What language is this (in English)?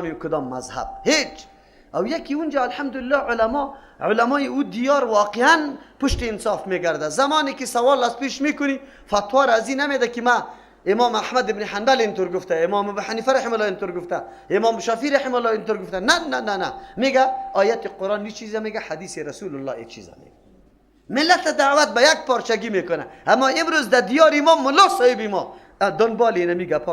Persian